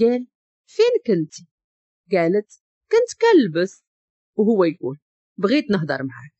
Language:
Moroccan Arabic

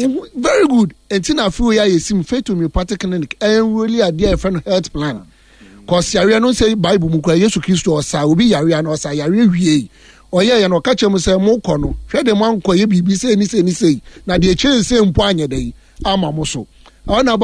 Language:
Akan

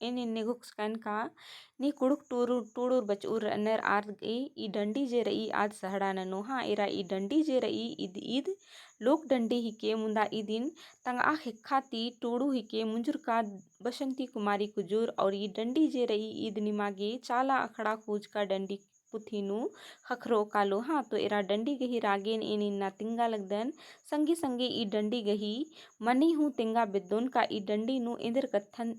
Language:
Kurukh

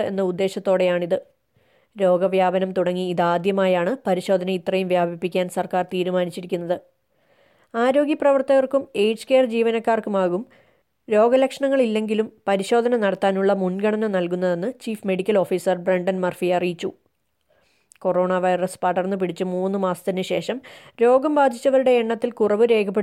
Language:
Malayalam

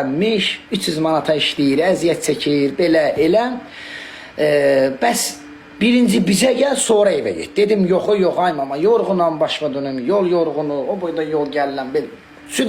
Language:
Azerbaijani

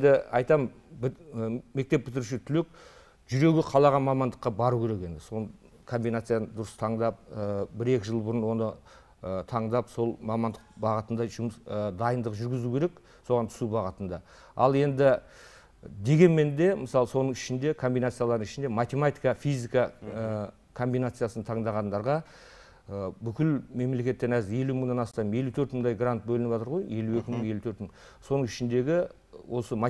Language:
Kazakh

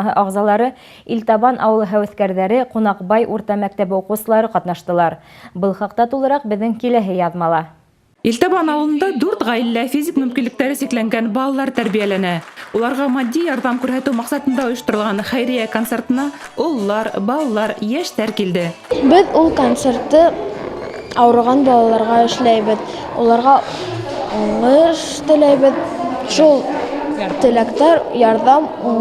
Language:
Bashkir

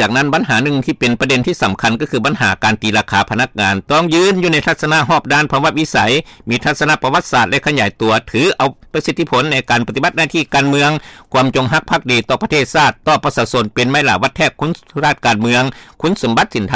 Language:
Lao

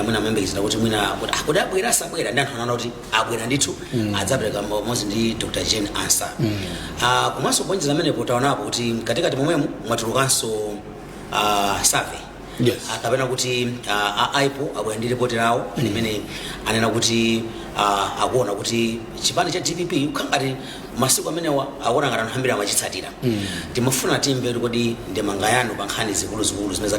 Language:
Nyanja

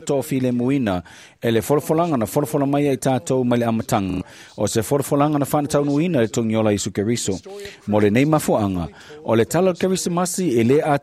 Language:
Samoan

